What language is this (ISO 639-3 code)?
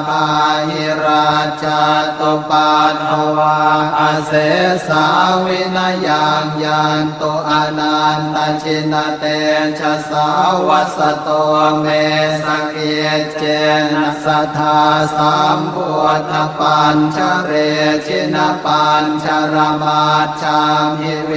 pli